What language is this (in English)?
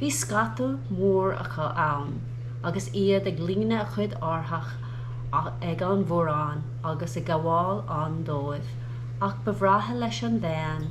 Irish